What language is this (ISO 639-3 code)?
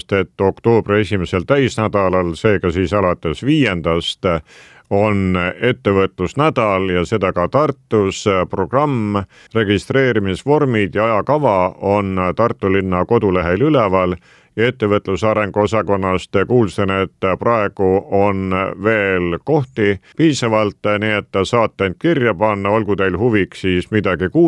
est